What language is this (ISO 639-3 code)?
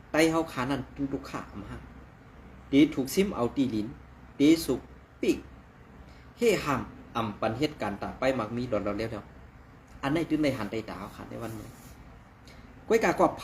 shn